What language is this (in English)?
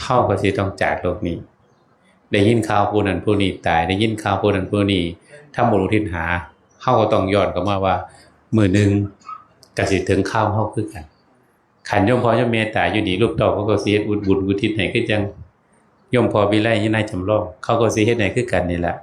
Northeastern Thai